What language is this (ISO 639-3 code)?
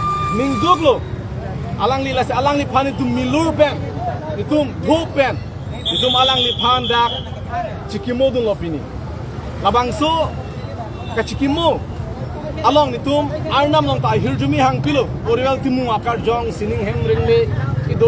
mjw